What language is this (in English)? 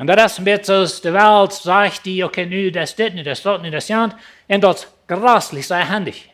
Plautdietsch